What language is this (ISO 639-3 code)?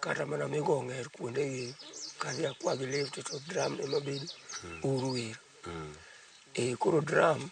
luo